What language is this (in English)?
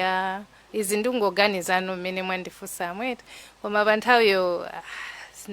Nyanja